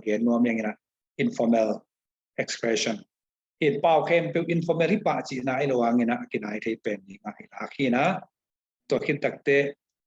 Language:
Tedim Chin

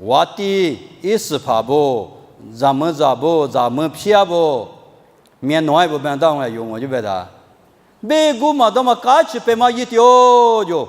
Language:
Lisu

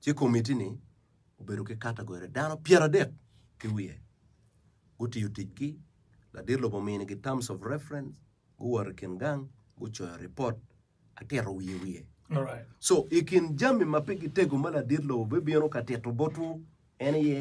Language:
Acoli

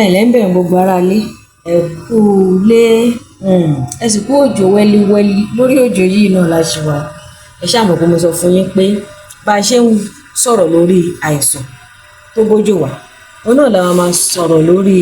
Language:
Yoruba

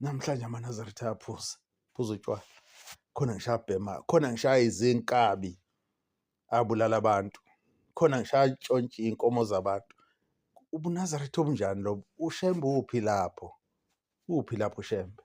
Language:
Zulu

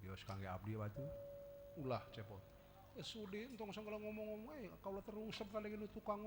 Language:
Sundanese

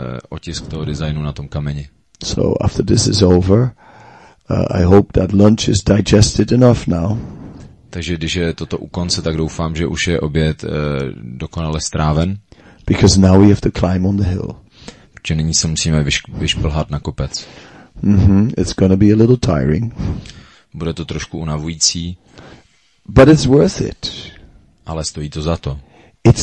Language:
Czech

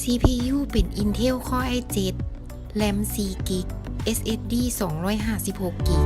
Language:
Lao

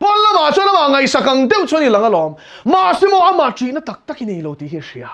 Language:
Mizo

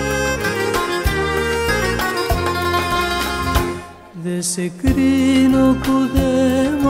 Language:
Greek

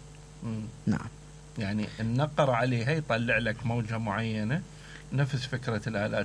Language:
Mesopotamian Arabic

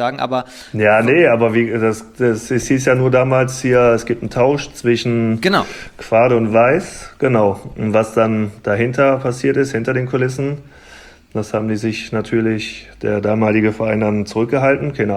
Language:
German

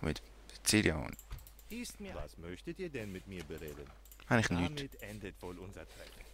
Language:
Swiss German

